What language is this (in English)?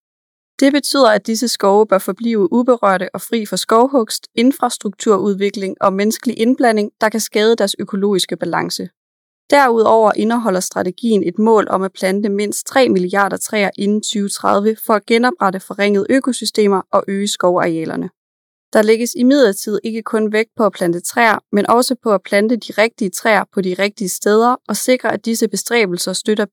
Danish